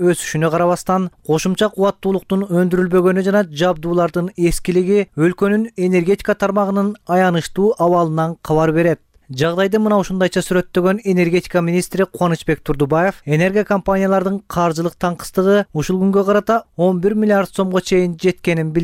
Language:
Kyrgyz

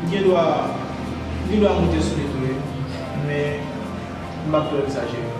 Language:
Haitian Creole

